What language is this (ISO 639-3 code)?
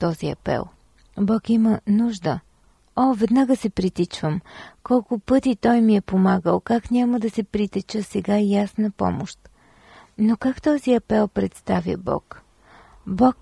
bul